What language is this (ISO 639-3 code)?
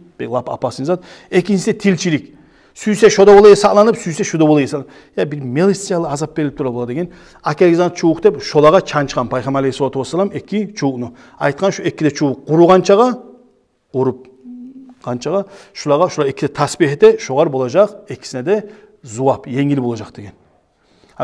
kum